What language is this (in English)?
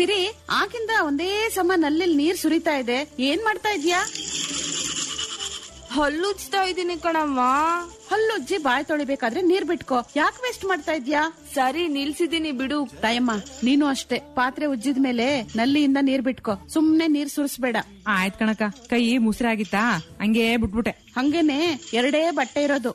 Kannada